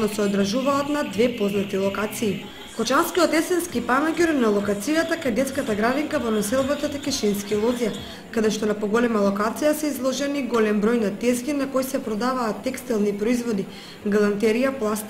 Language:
Macedonian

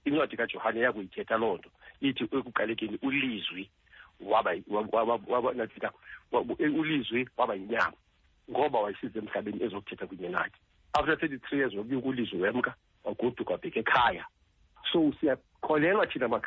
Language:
Xhosa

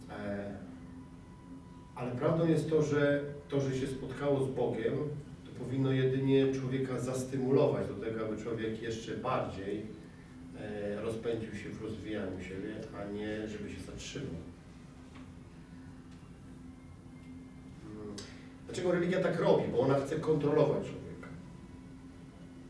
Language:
Polish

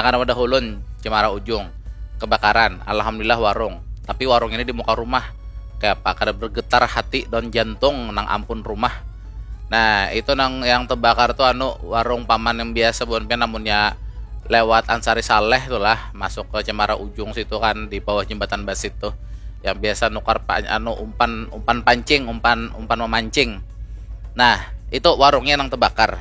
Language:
Banjar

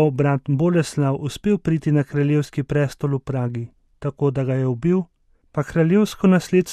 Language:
Slovenian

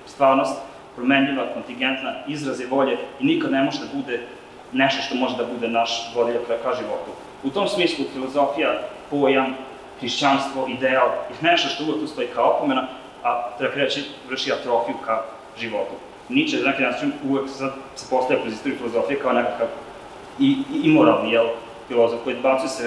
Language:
Serbian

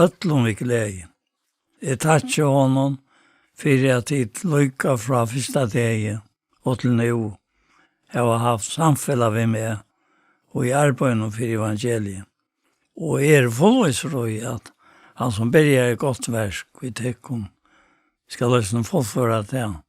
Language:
Faroese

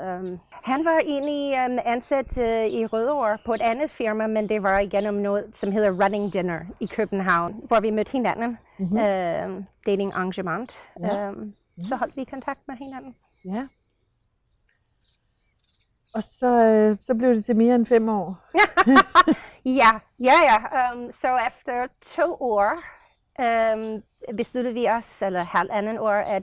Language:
Danish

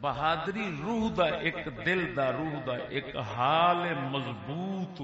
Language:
Saraiki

